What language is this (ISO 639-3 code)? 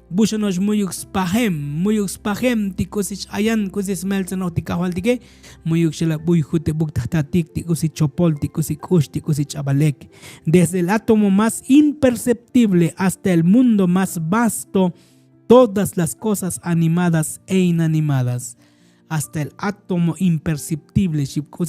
tzo